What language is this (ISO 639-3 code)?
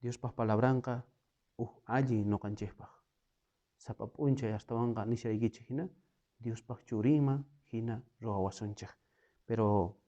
quh